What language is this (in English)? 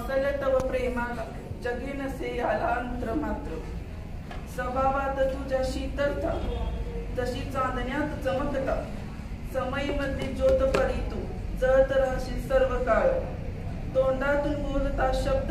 Marathi